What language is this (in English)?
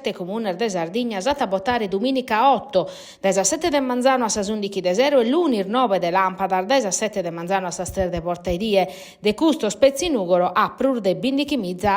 Sardinian